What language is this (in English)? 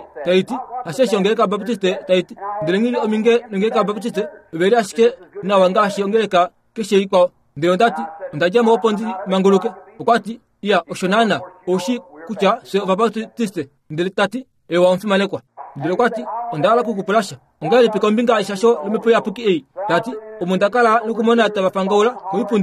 Kuanyama